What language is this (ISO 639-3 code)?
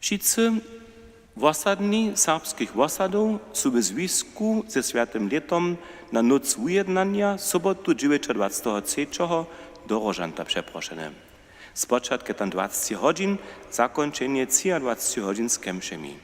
hsb